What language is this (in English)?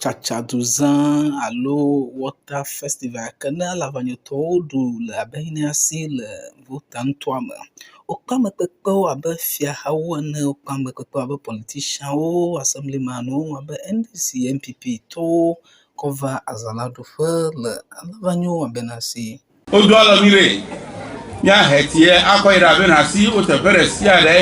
Ewe